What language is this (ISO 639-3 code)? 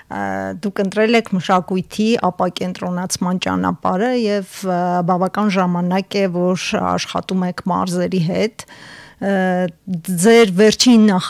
hye